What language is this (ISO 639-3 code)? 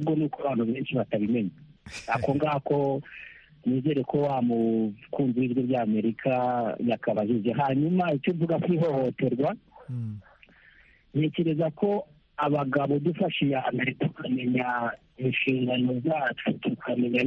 kin